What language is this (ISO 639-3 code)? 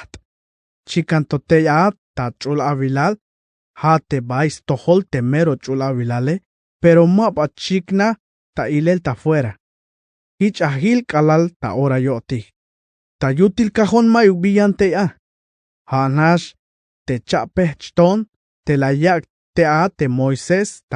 tzh